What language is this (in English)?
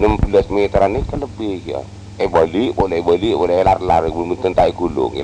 Madurese